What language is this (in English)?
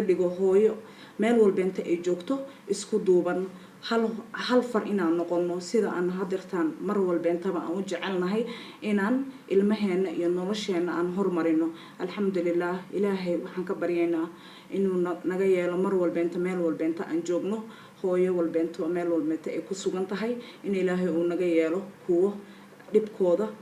Somali